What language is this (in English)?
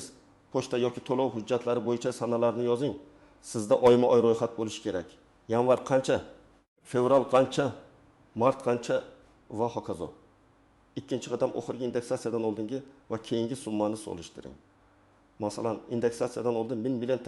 Uzbek